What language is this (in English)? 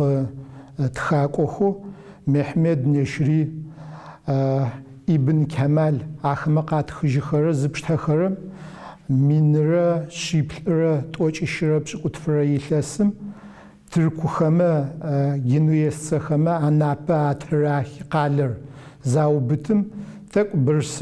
Adyghe